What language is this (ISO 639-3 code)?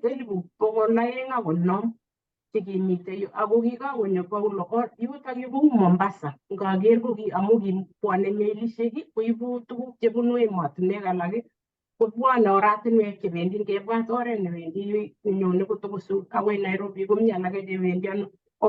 kln